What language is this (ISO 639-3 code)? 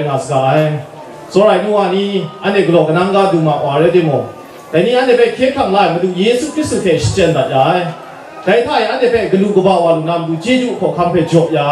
kac